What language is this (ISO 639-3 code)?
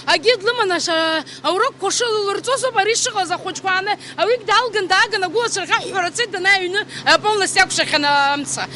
abk